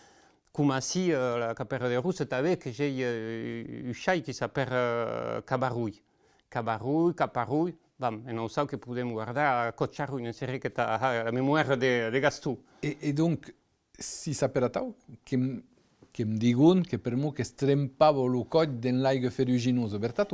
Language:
Occitan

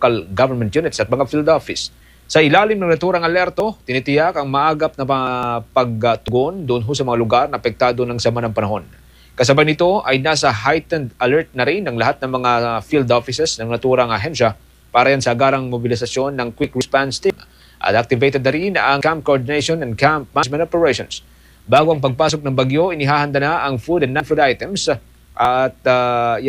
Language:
Filipino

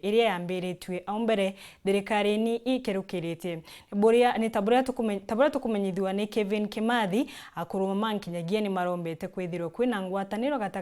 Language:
Meru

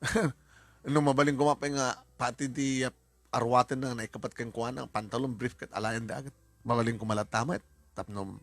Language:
Iloko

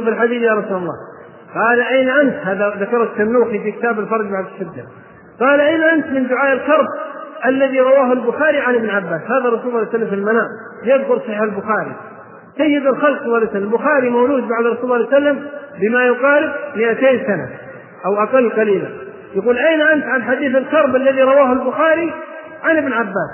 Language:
Arabic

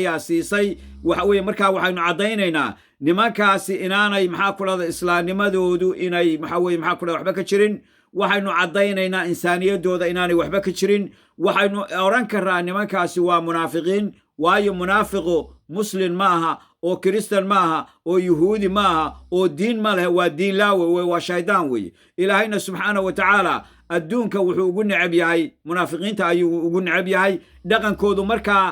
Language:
Somali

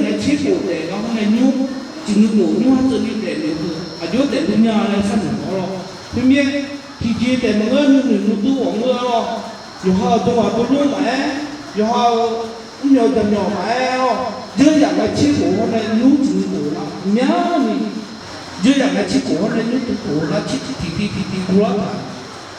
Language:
Akha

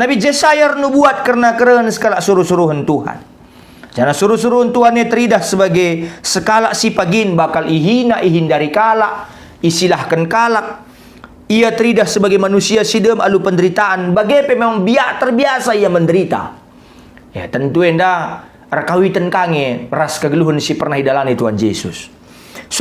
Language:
Batak Karo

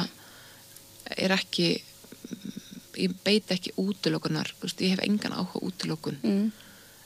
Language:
Icelandic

